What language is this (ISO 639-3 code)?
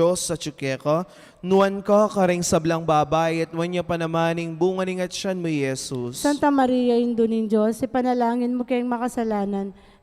pam